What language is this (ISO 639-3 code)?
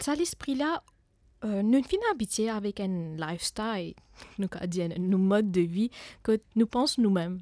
mfe